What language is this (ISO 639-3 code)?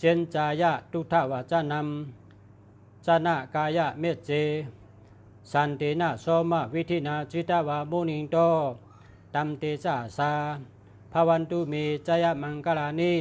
shn